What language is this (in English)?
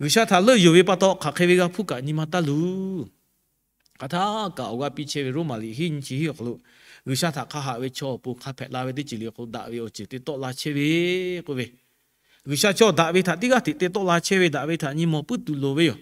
Lahu